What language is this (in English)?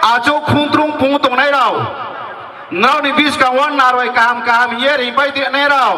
Riang (India)